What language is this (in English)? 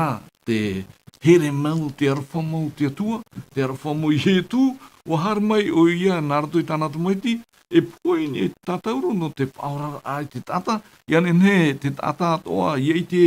Tahitian